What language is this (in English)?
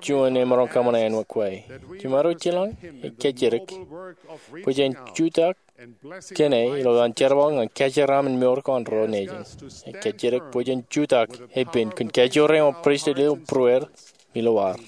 Marshallese